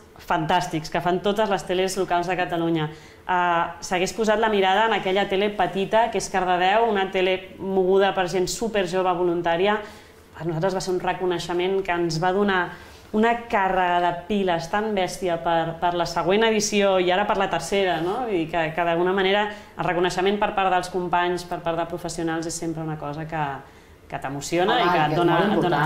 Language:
Catalan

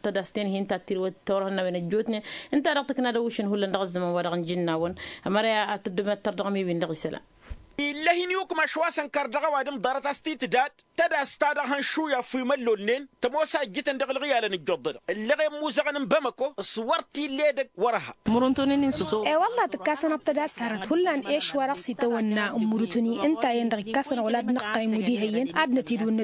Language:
Tamasheq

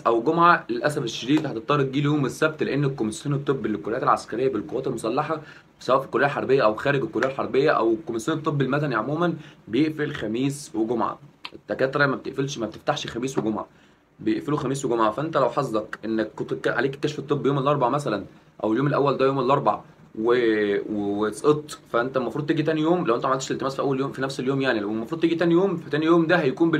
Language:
Egyptian Arabic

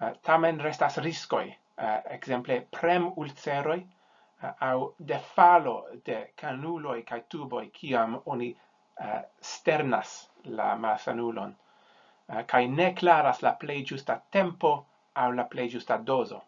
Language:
Esperanto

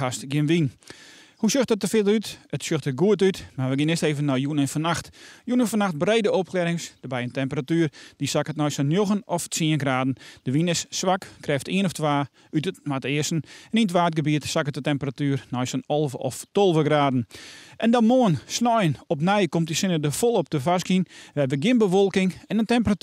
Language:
Western Frisian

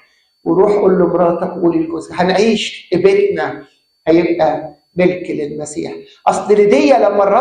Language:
Egyptian Arabic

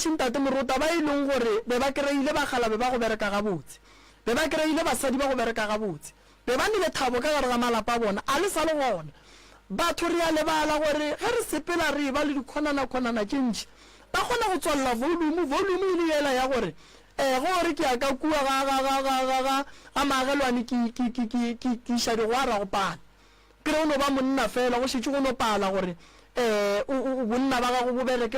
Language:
Northern Sotho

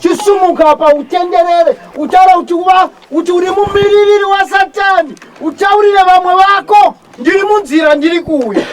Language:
Shona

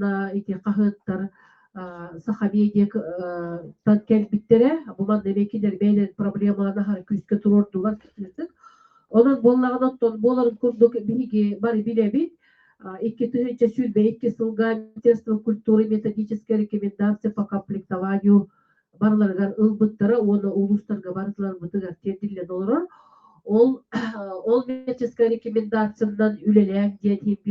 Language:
Yakut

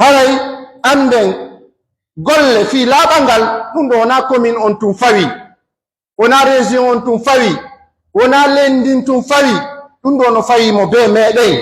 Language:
Pular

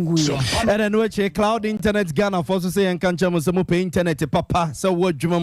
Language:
Akan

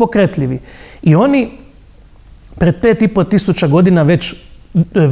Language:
Croatian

